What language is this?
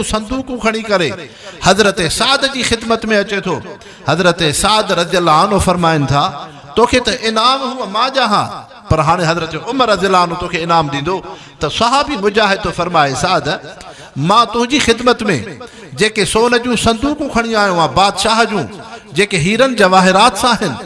Sindhi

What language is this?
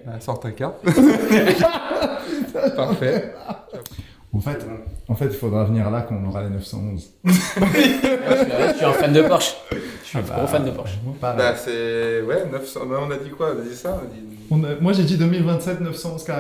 French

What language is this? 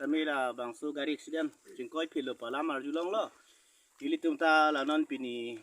Karbi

